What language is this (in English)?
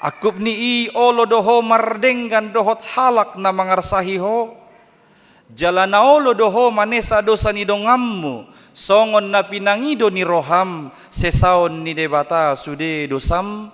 Batak Toba